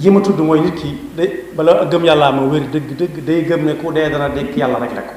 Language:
Wolof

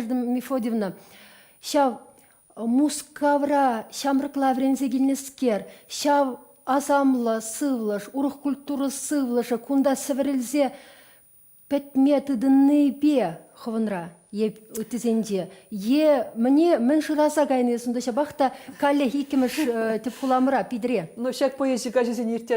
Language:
Chuvash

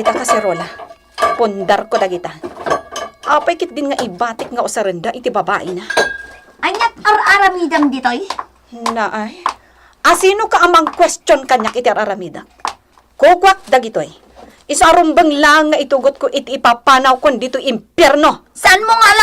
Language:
Iloko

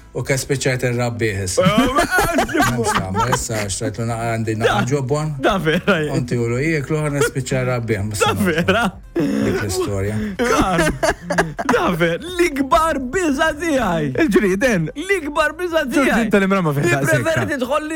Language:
Maltese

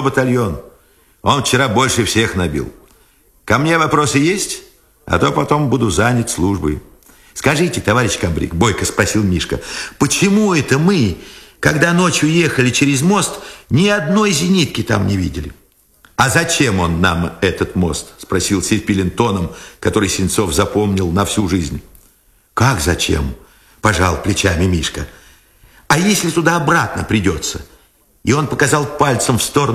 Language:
Russian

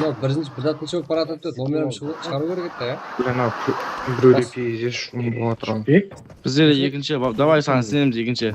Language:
Kara-Kalpak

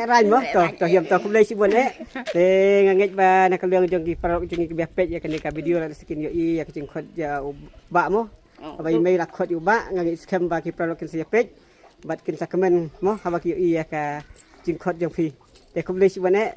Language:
Khasi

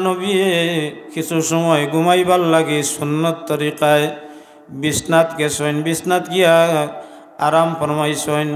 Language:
Sylheti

